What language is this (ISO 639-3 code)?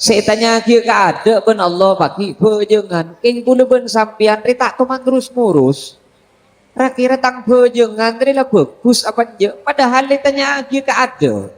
mad